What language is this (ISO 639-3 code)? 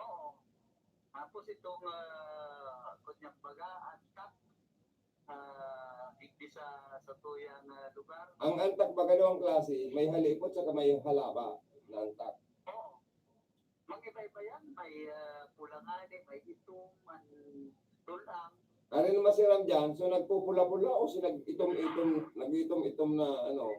bik